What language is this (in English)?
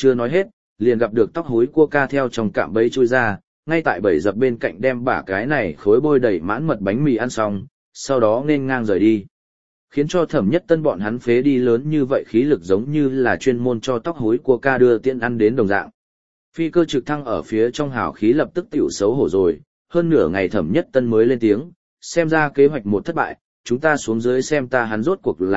Vietnamese